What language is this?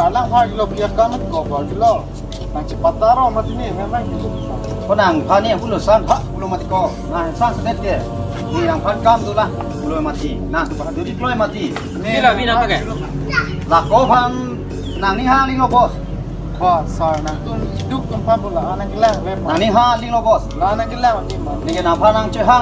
Karbi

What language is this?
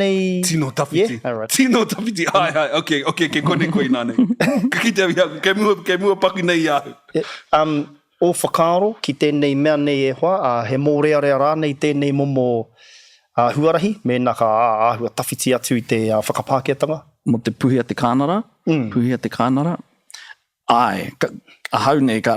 Māori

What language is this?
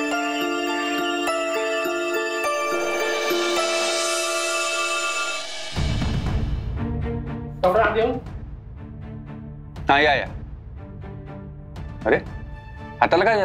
Marathi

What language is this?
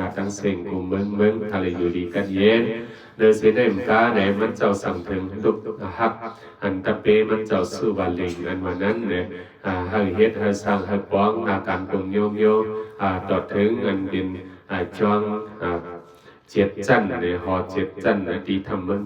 Shan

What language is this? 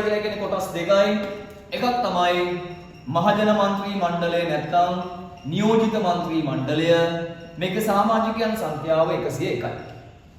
Sinhala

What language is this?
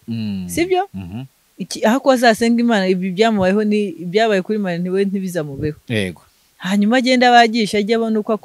Kinyarwanda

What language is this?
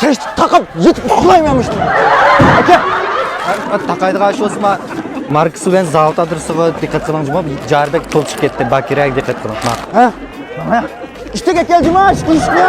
Uyghur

